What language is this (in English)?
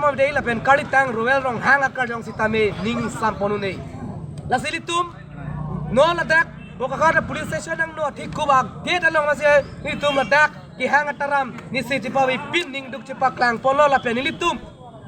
Karbi